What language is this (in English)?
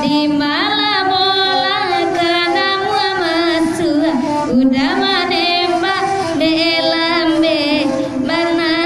Minangkabau